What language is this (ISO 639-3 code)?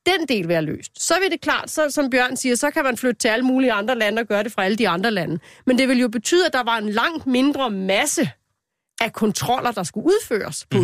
dan